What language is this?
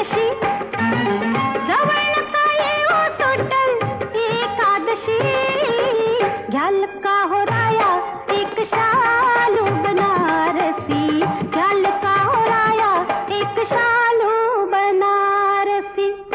Marathi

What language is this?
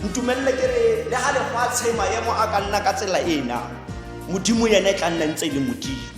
Tswana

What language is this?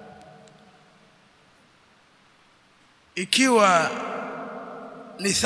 Swahili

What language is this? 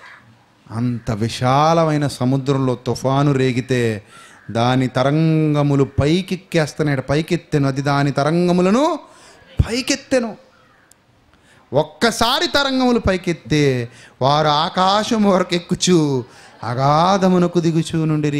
Telugu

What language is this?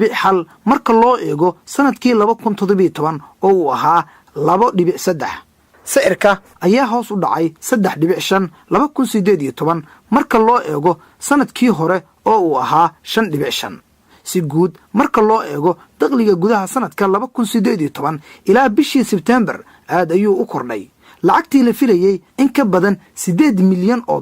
Somali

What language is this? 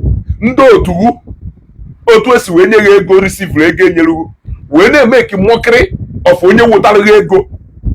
Igbo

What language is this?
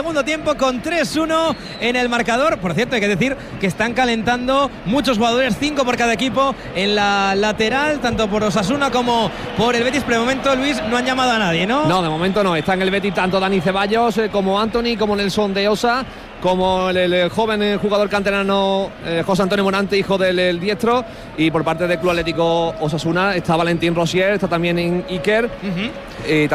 Spanish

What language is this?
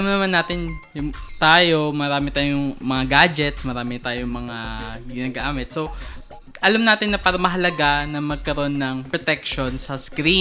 Filipino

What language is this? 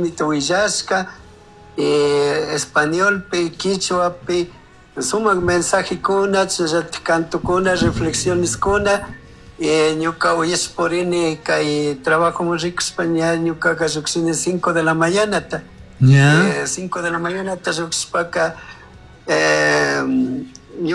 Chimborazo Highland Quichua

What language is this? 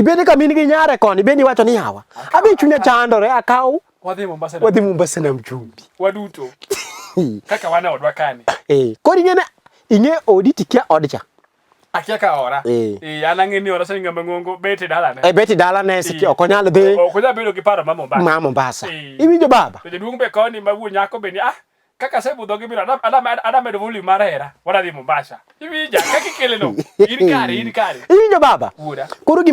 Luo (Kenya and Tanzania)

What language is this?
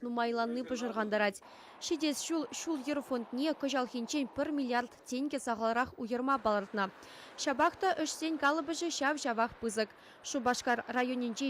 Chuvash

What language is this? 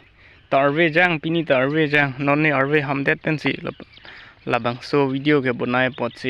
Karbi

